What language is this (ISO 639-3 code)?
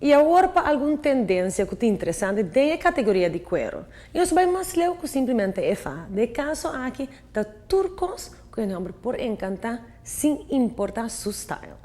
pap